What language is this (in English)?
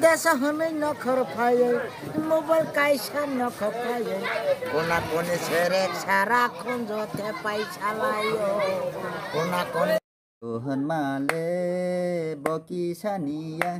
Kok Borok